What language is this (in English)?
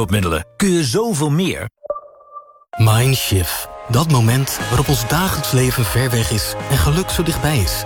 Dutch